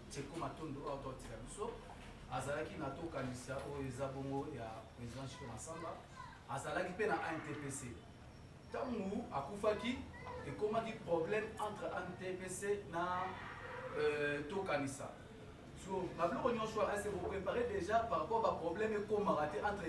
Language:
Lingala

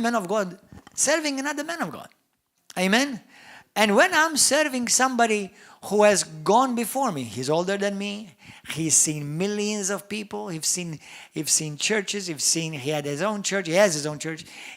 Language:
English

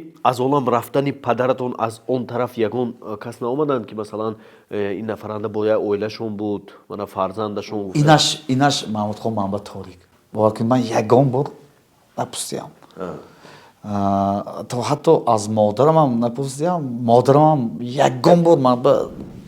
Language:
Tajik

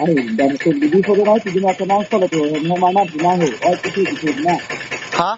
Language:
Karbi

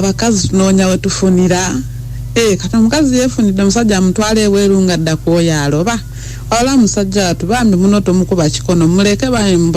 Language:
Ganda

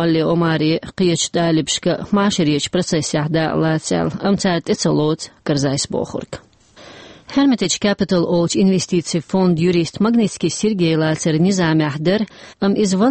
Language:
Chechen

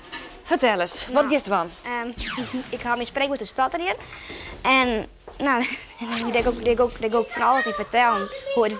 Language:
Western Frisian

